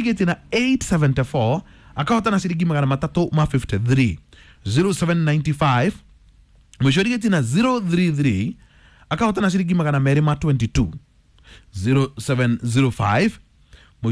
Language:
Kikuyu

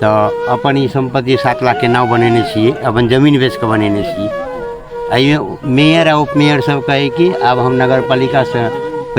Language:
Maithili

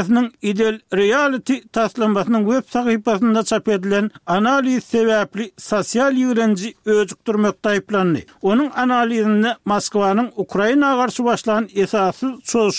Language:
Turkmen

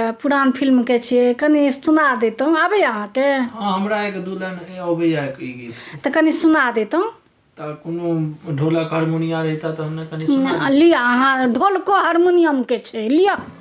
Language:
Maithili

